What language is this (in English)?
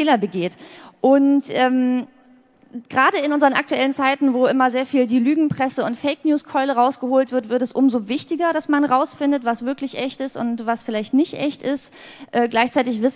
German